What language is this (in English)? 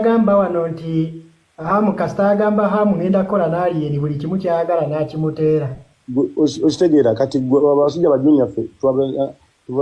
Ganda